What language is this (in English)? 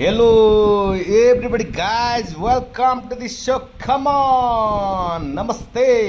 Nepali